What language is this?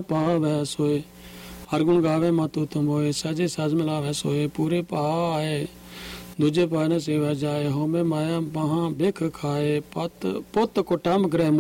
Punjabi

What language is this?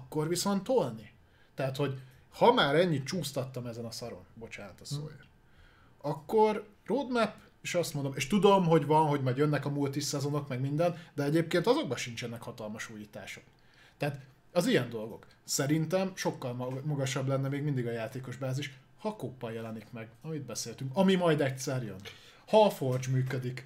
Hungarian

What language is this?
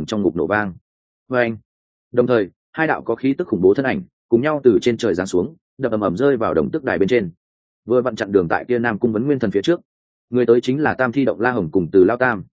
Vietnamese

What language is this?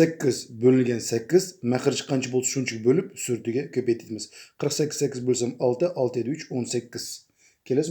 Uyghur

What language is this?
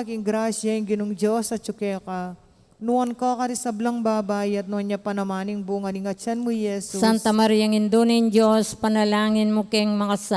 Pampanga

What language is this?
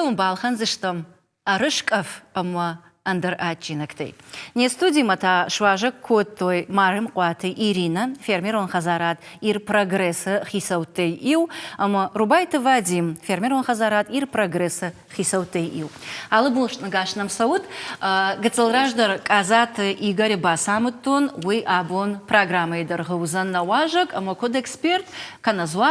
Ossetic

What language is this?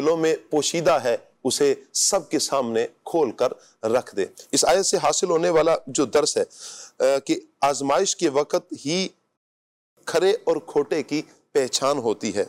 Urdu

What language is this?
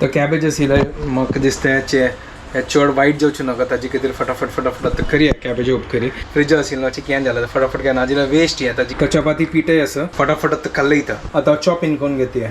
Konkani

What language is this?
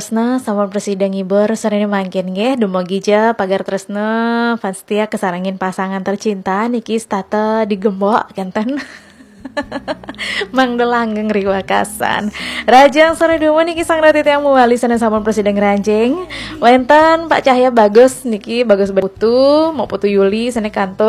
Balinese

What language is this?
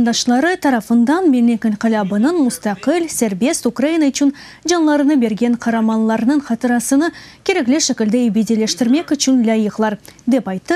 Crimean Tatar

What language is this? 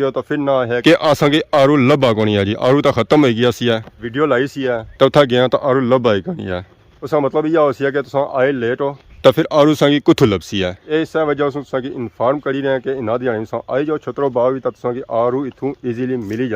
Pahari-Potwari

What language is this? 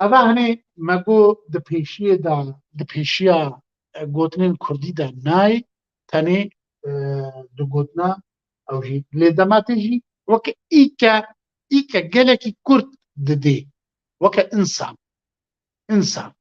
Kurdish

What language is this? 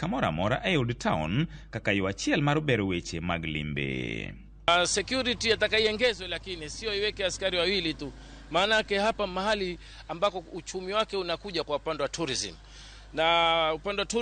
Luo (Kenya and Tanzania)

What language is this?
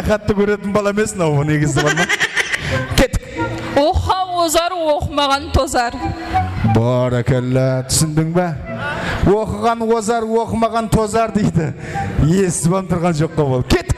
Kara-Kalpak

